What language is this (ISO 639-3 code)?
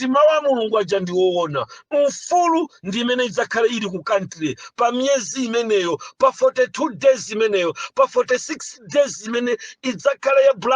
nya